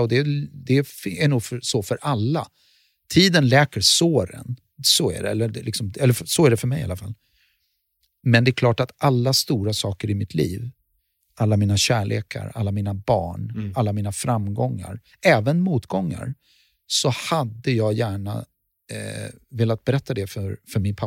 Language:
Swedish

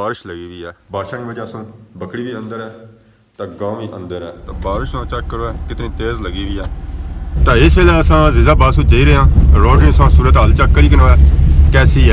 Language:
Pahari-Potwari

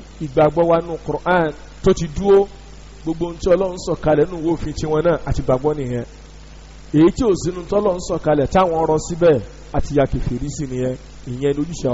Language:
Yoruba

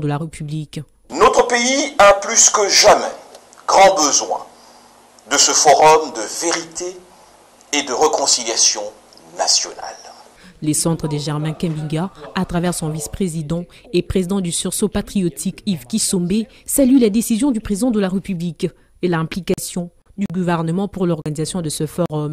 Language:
French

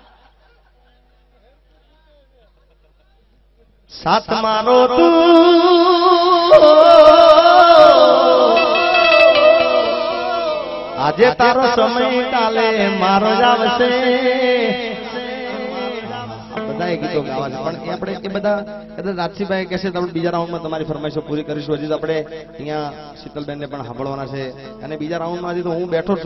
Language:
Gujarati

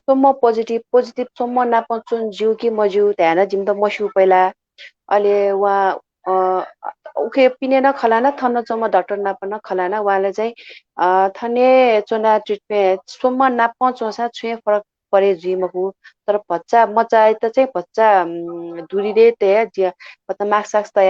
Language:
Newari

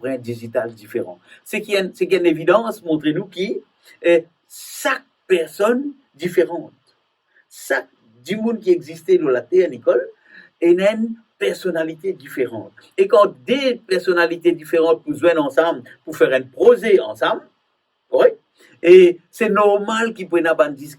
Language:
Morisyen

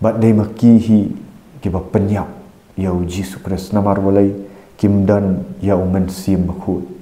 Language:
Khasi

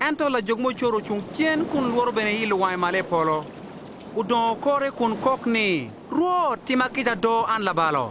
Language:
Acoli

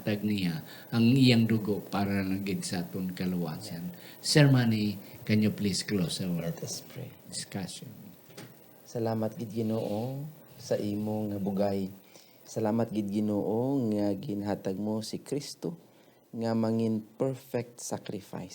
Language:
Hiligaynon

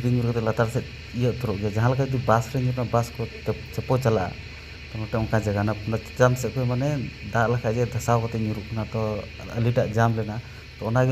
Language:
Santali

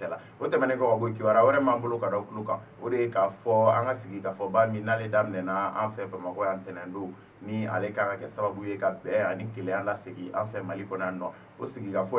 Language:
Bambara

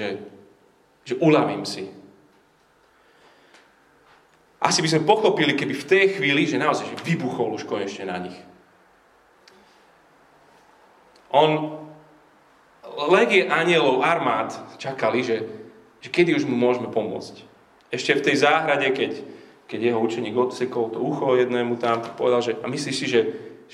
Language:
Slovak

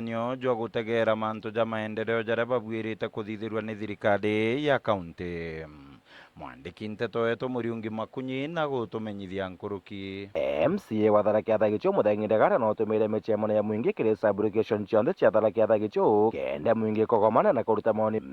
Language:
Meru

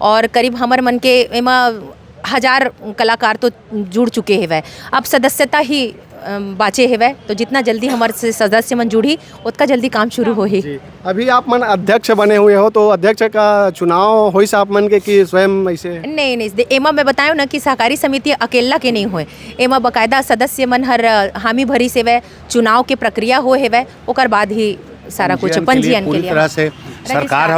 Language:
Chhattisgarhi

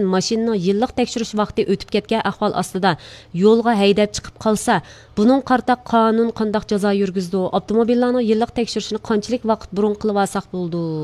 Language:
Uyghur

